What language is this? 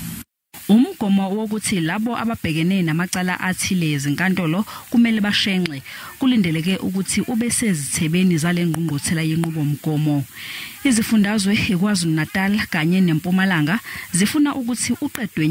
Zulu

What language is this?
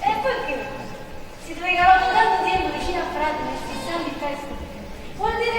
Neapolitan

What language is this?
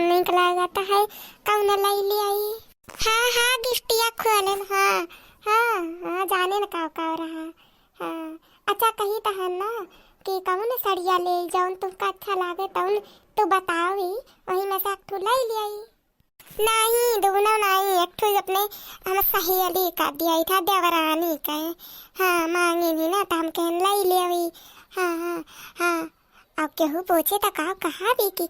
Awadhi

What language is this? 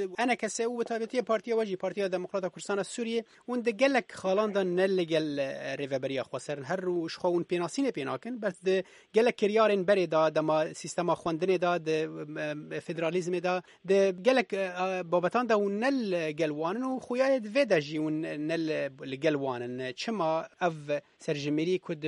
Kurdish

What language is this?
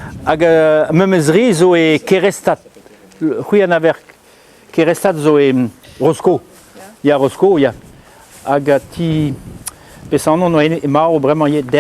Breton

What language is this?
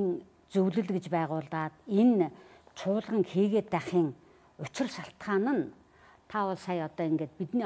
Mongolian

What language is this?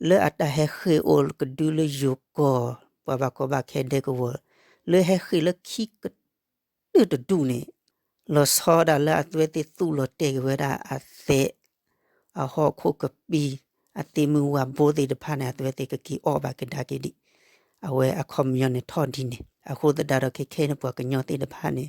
S'gaw Karen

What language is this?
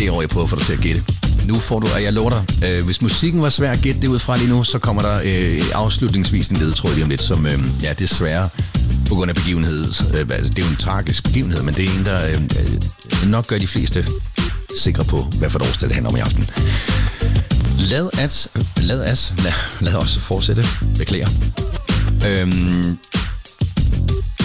Danish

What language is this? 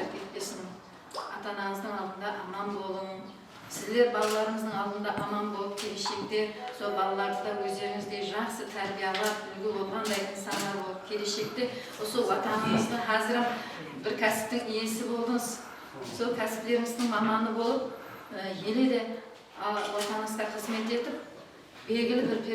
Kara-Kalpak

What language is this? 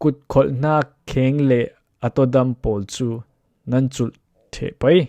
Falam Chin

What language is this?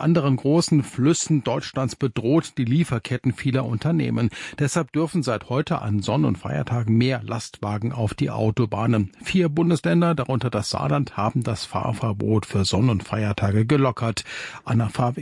German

